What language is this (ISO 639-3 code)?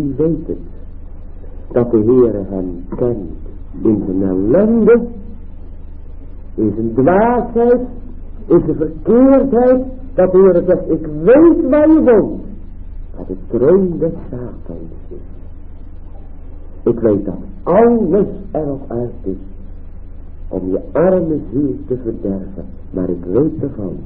nld